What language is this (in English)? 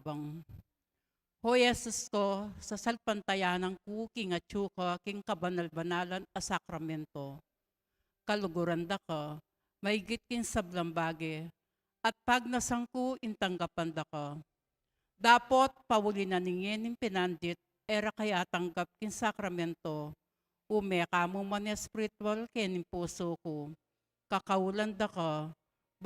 Pampanga